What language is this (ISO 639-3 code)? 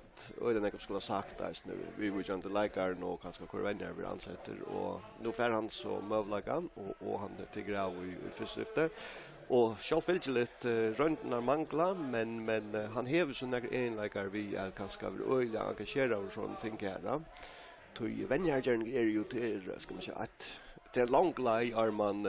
fao